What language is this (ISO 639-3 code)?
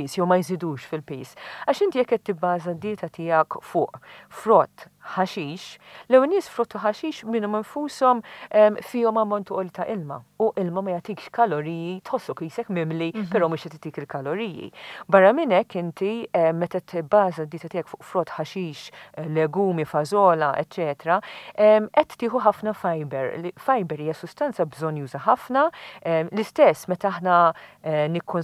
mlt